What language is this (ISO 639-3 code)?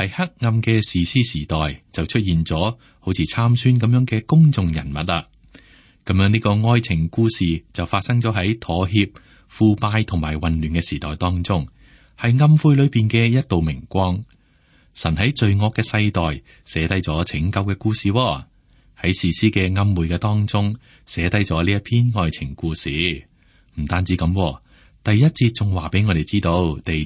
yue